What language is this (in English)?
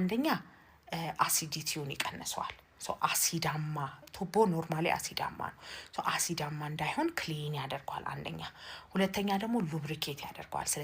Amharic